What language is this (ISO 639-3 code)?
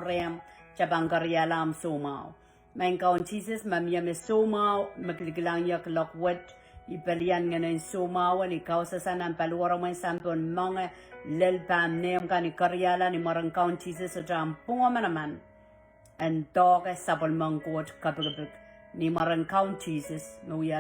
pon